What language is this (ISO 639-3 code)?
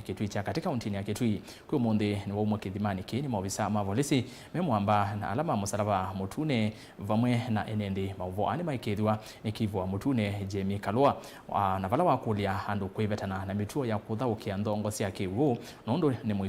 kam